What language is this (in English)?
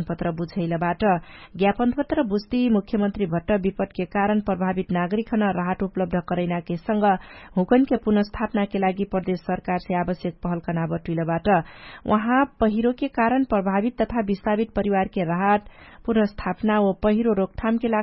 Dangaura Tharu